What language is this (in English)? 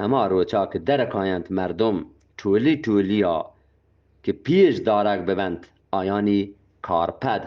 Eastern Balochi